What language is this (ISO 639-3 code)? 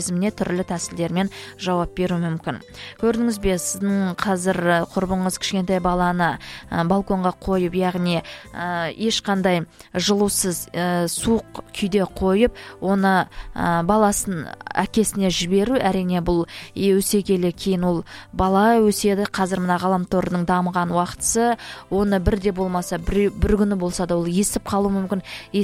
kaz